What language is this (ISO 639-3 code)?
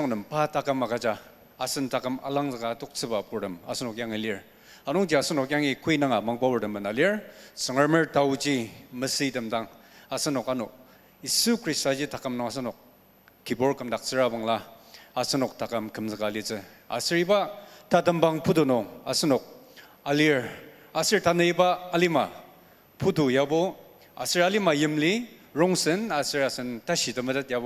njo